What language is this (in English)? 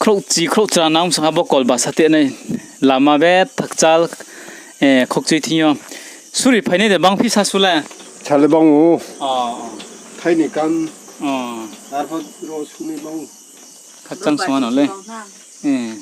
Riang (India)